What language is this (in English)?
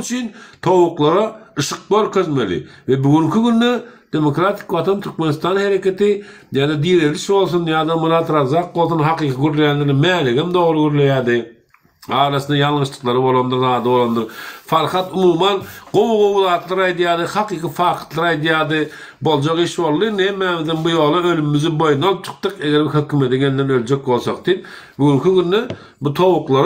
Turkmen